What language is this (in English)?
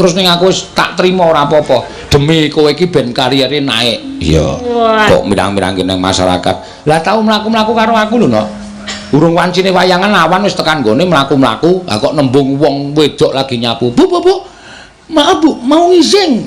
Javanese